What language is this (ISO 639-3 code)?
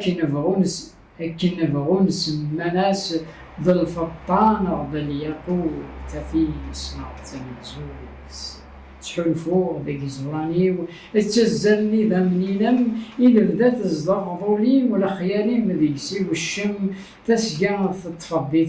kab